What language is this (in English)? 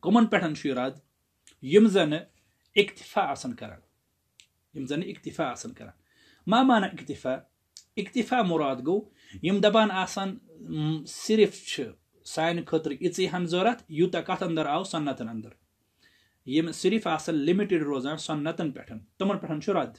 Kashmiri